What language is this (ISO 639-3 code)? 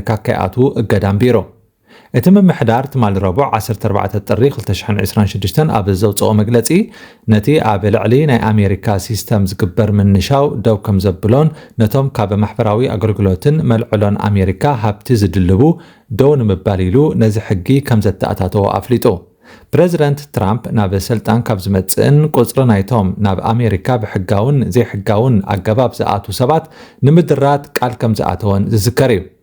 tir